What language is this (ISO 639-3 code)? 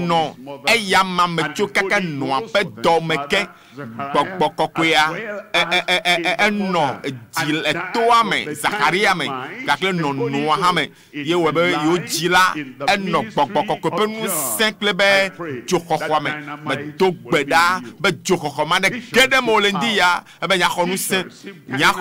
ewe